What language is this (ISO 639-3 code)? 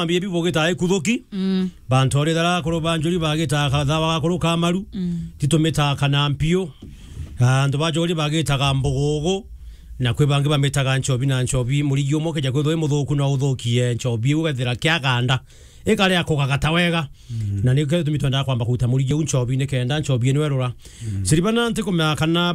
mer